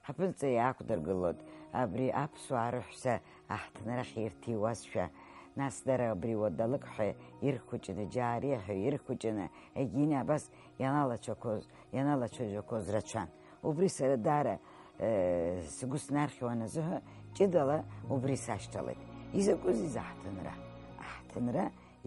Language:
Abkhazian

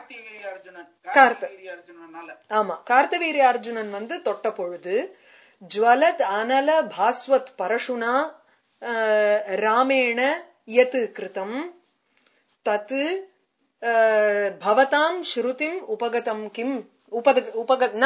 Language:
Tamil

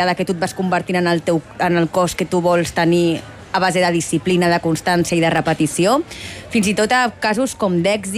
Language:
Catalan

